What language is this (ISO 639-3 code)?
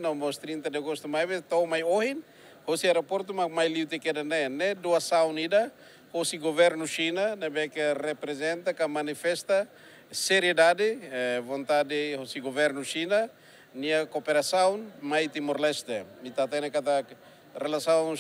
tet